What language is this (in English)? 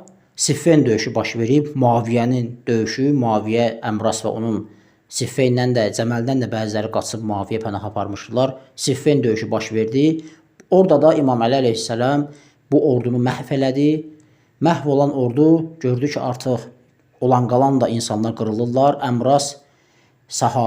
Azerbaijani